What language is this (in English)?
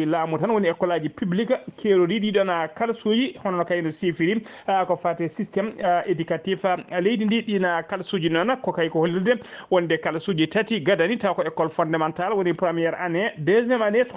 Fula